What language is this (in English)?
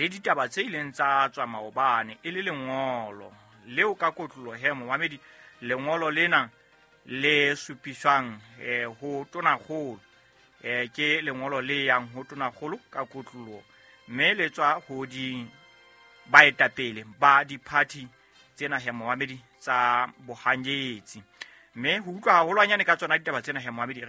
Southern Sotho